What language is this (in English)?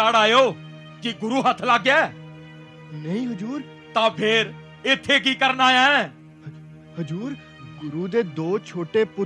Punjabi